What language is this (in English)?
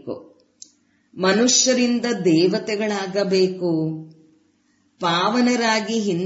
Kannada